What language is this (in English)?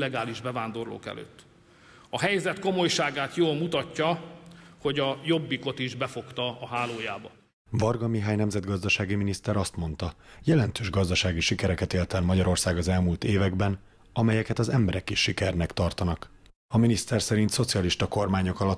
Hungarian